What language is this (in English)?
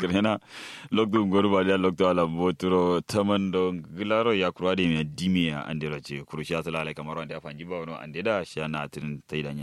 Kanuri